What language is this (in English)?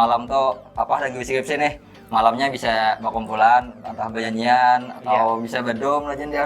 Banjar